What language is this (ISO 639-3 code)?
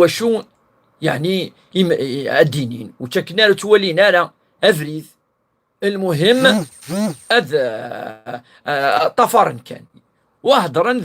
kab